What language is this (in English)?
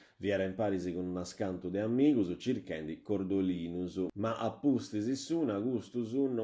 Sardinian